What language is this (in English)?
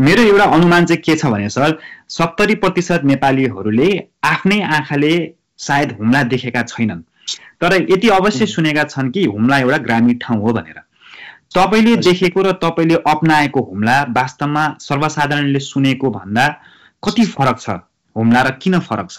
Nepali